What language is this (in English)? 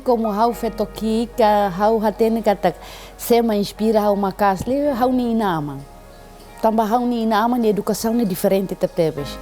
Tetum